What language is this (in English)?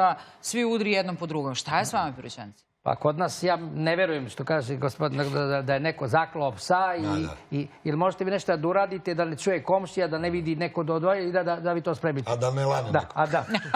Serbian